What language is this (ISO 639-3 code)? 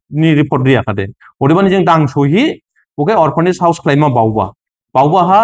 dis